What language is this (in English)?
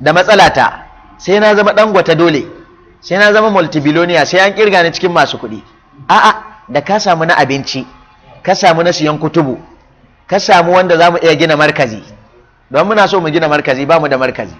Hausa